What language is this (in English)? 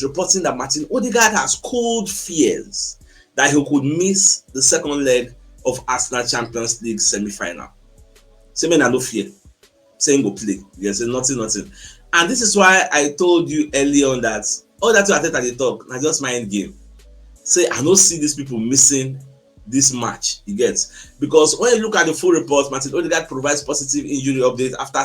Nigerian Pidgin